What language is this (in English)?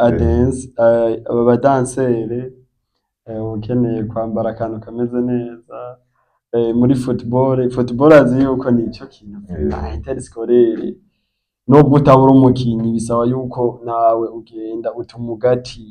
Rundi